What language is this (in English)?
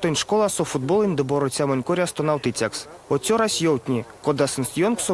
Erzya